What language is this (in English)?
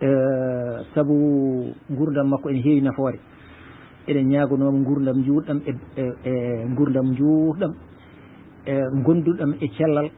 Fula